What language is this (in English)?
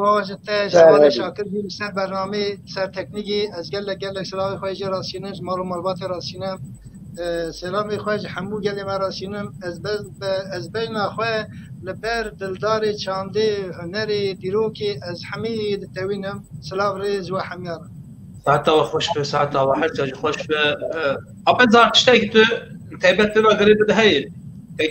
Kurdish